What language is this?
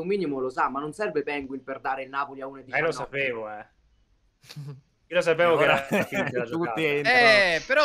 Italian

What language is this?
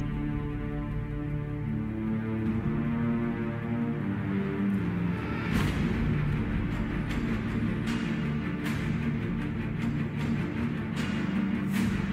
Turkish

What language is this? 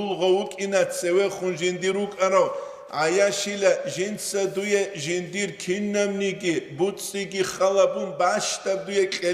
Avaric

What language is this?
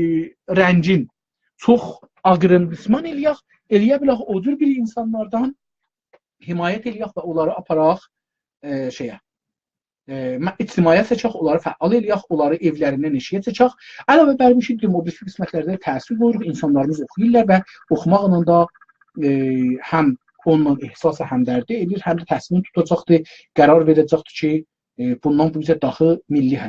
South Azerbaijani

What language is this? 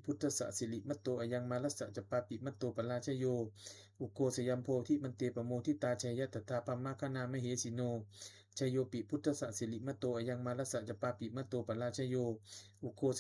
Pali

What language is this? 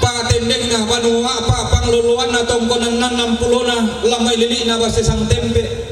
Toraja-Sa'dan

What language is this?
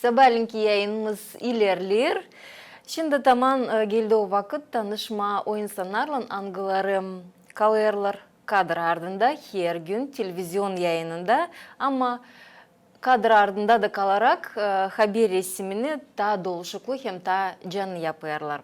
Gagauz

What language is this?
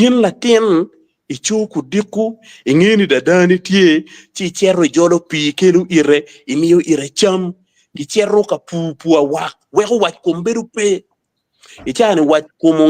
Acoli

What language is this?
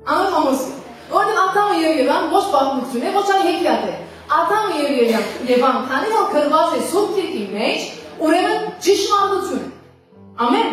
Western Armenian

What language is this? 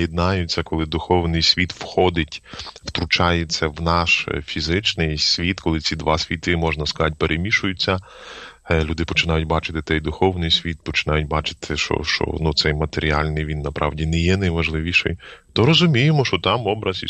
Ukrainian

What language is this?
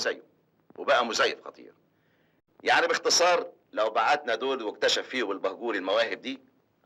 Egyptian Arabic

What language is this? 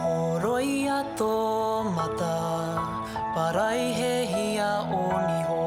Māori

